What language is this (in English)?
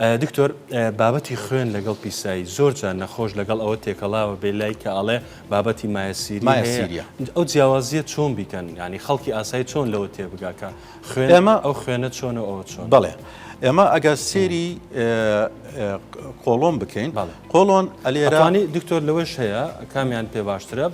Central Kurdish